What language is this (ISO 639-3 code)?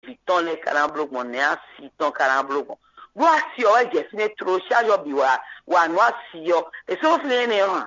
fon